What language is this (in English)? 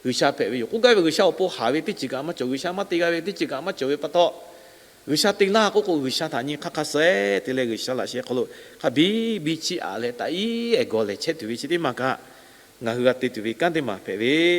Lahu